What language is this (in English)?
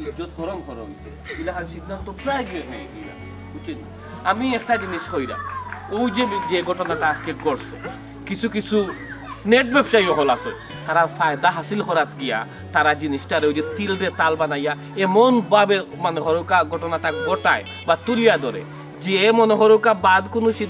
Sylheti